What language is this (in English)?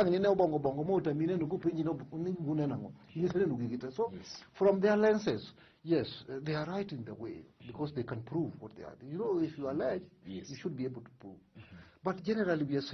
Luo (Kenya and Tanzania)